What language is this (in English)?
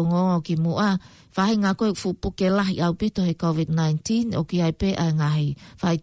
Tongan